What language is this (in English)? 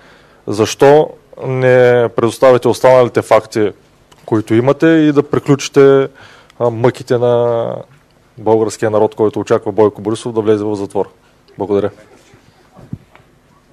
Bulgarian